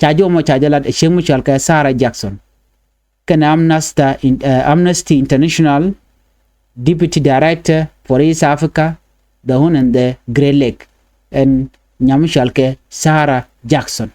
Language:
Nuer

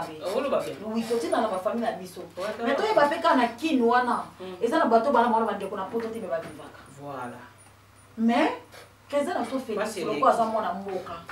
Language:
Lingala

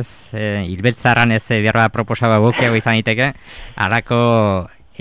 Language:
Basque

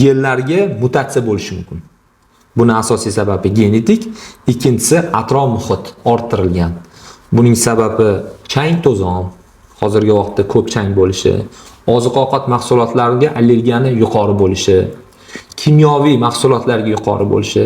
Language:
Uzbek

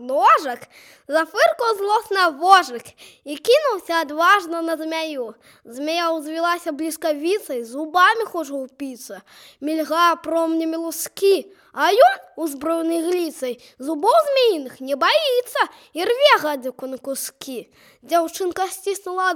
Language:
Belarusian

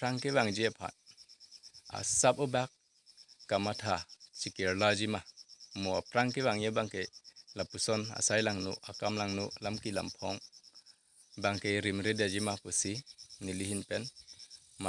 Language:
Karbi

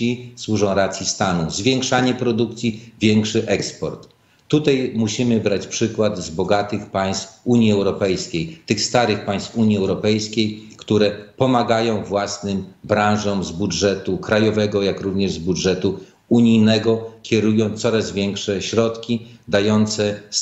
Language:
Polish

